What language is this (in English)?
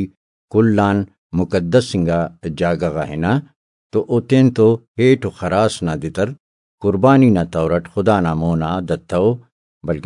Brahui